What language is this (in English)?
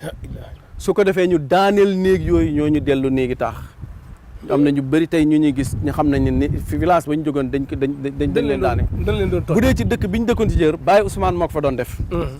Wolof